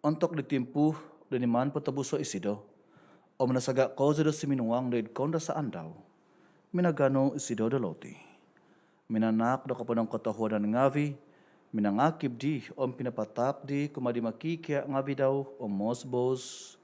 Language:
Central Dusun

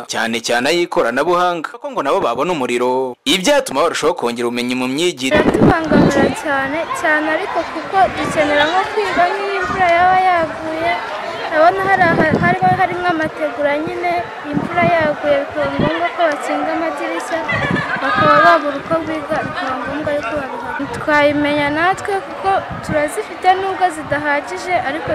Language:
Kinyarwanda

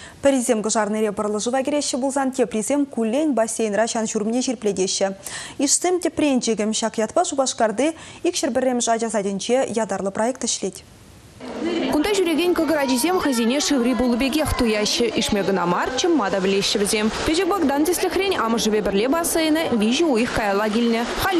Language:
Chuvash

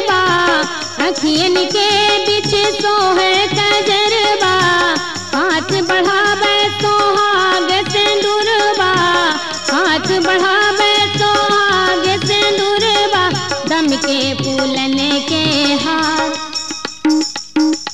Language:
Bhojpuri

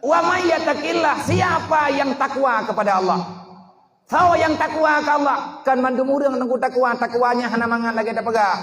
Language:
Achinese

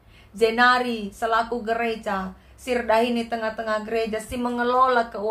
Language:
Batak Karo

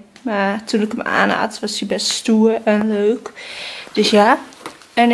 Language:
Dutch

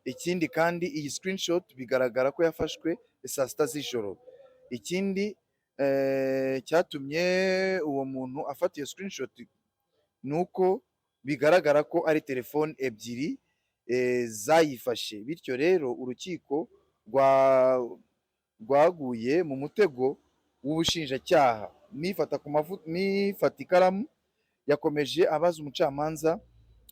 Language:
Kinyarwanda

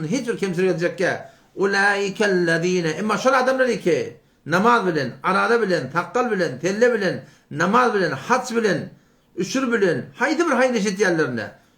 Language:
Turkmen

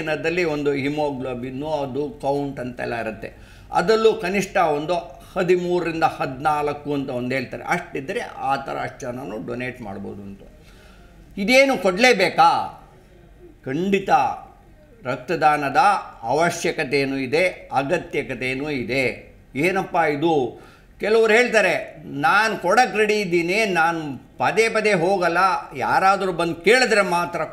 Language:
Kannada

